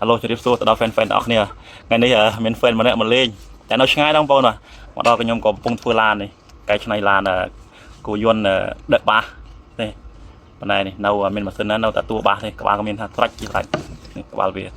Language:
Khmer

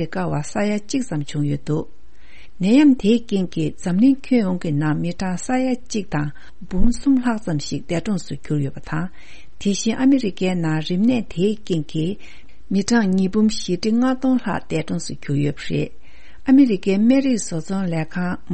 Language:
Tibetan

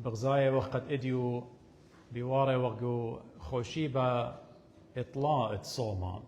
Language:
Assyrian Neo-Aramaic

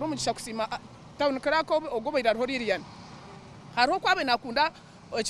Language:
Nyankole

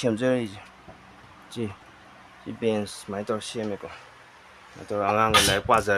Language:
Manipuri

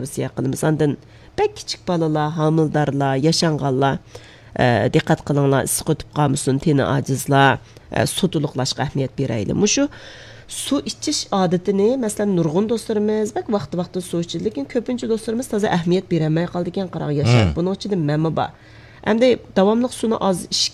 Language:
Uyghur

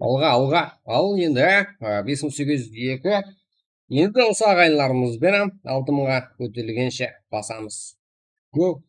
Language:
Kara-Kalpak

